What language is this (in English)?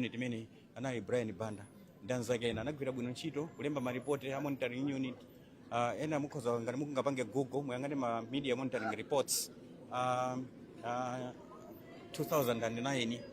Nyanja